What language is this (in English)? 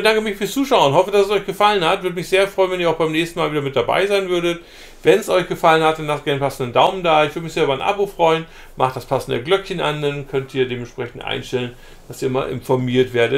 German